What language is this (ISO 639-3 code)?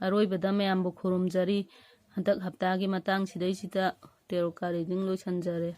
mni